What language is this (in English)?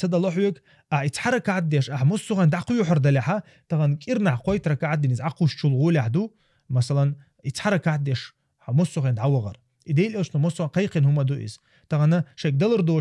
Chechen